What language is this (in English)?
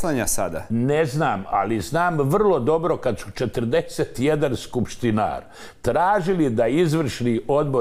Croatian